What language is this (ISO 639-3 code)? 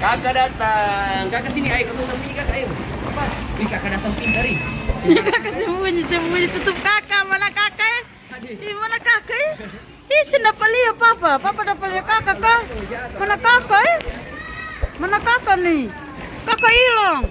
abs